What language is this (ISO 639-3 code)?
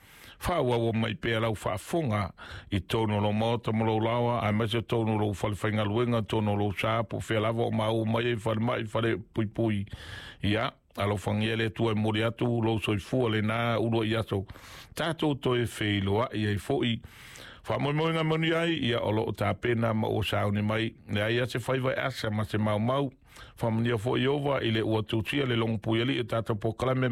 smo